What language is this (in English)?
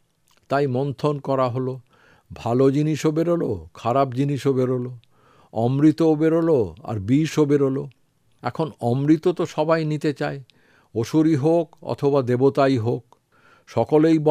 Bangla